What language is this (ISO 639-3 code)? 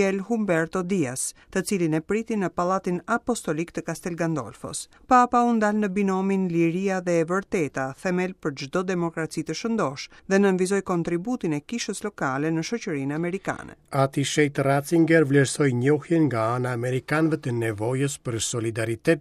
sqi